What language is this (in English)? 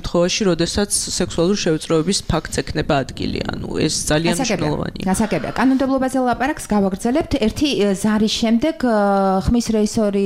Georgian